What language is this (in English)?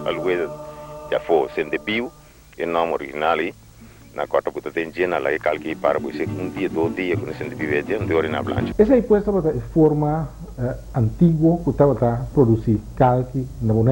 Papiamento